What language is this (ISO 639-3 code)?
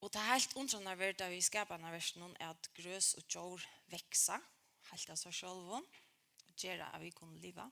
fao